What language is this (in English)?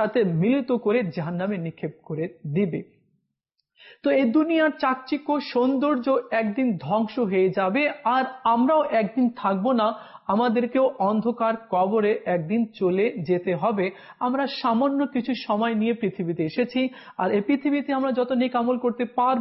Bangla